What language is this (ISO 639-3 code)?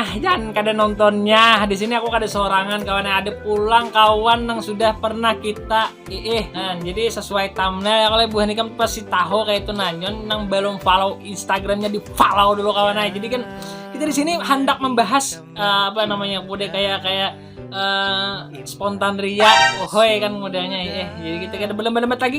bjn